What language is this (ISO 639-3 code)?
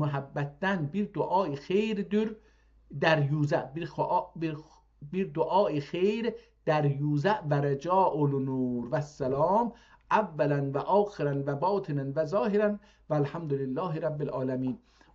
azb